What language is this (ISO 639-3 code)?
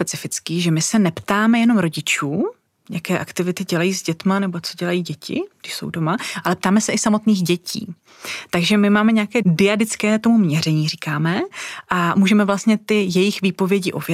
ces